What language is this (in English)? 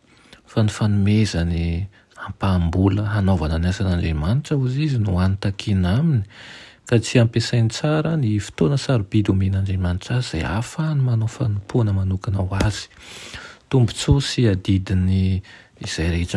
Malagasy